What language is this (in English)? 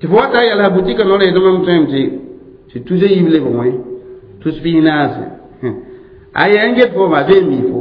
Mossi